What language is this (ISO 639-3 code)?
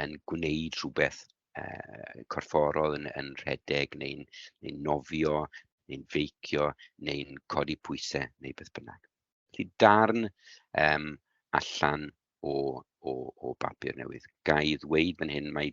cym